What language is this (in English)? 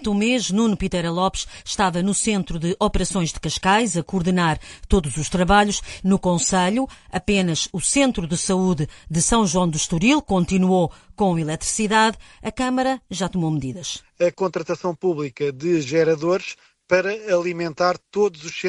Portuguese